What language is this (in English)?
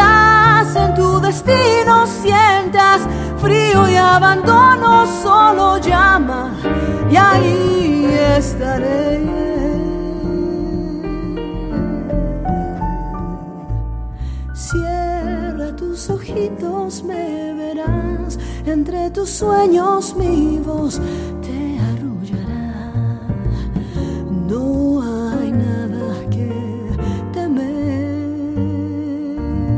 Spanish